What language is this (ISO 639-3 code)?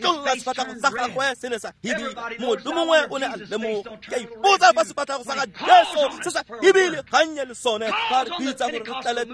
tsn